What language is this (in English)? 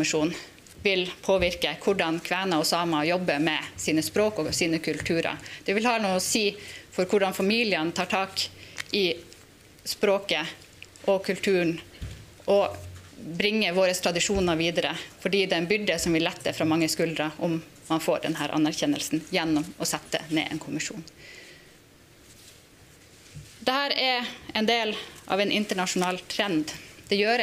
Norwegian